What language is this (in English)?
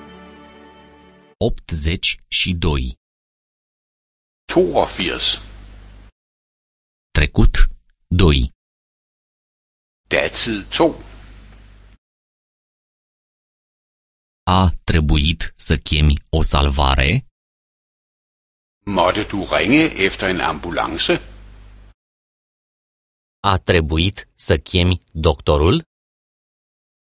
Romanian